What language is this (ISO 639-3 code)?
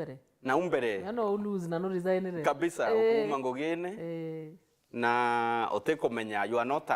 mer